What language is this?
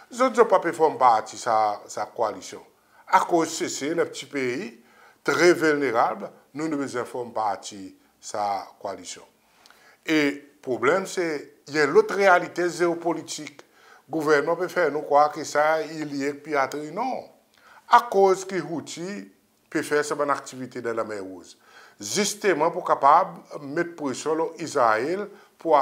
Seselwa Creole French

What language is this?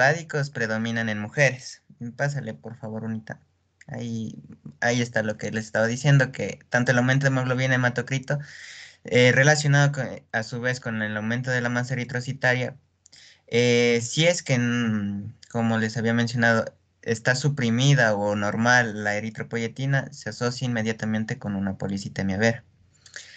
Spanish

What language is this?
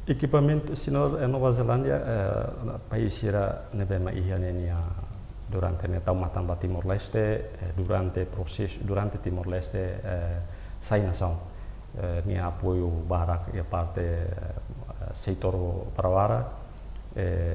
Tetum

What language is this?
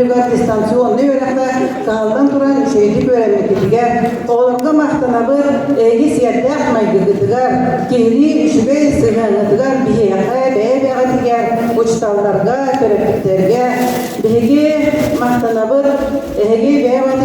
Yakut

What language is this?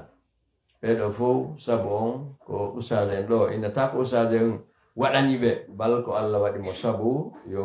Pular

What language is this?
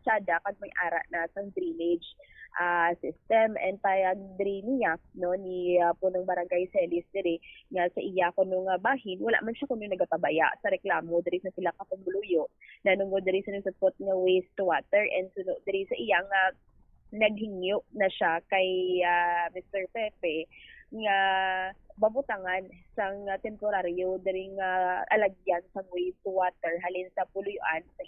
Hiligaynon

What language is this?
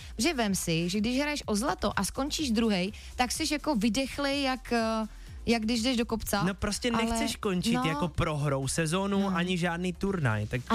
Czech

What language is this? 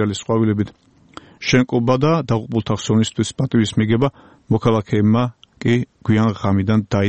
Georgian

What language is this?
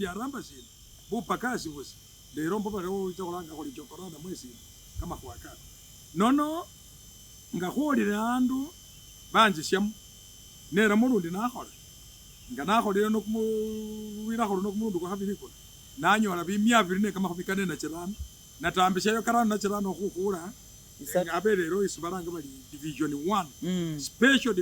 Masaaba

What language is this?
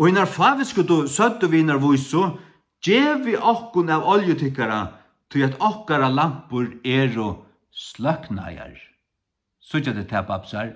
Faroese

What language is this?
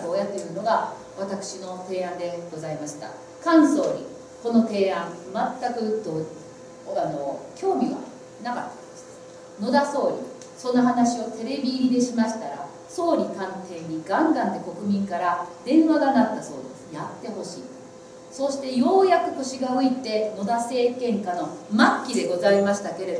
Japanese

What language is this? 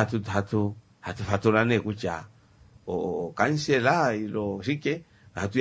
Kuanyama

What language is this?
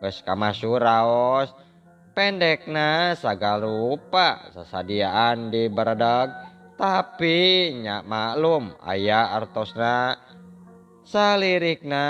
Sundanese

